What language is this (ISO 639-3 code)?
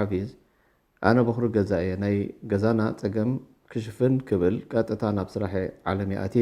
tir